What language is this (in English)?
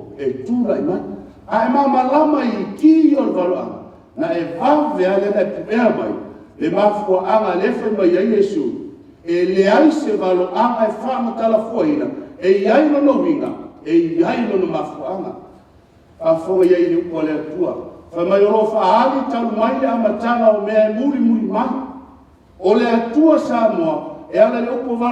Samoan